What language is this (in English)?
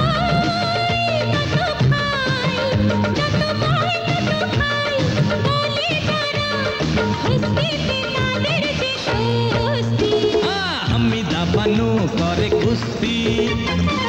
Bangla